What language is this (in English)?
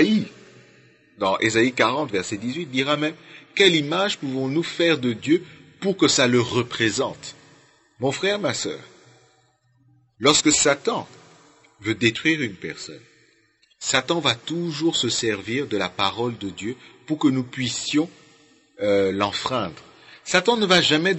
French